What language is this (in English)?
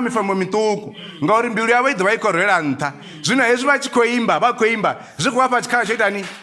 Venda